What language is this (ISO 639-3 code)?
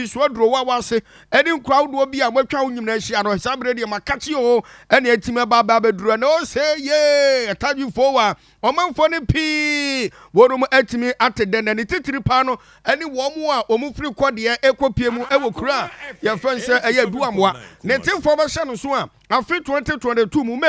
aka